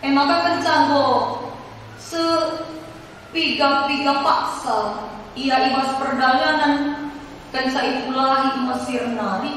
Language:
Batak Karo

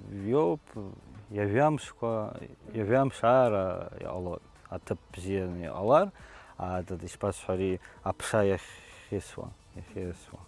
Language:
Abkhazian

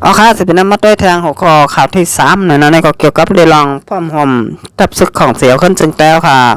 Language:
Shan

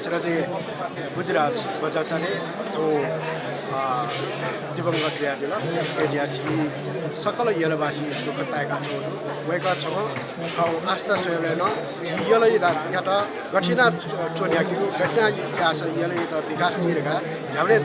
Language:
Newari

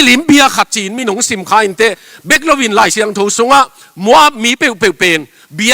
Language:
Tedim Chin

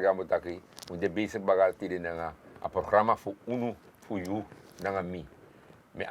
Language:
Sranan Tongo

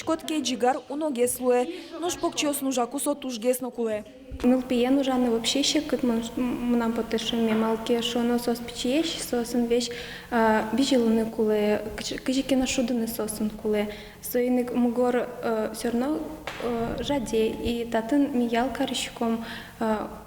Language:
Udmurt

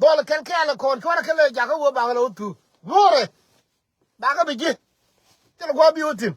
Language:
Nuer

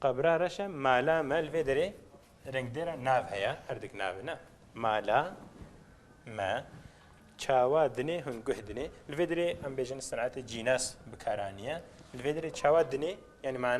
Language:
Kurdish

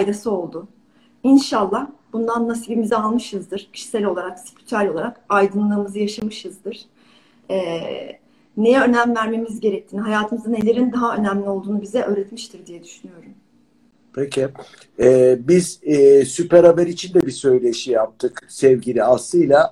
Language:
Turkish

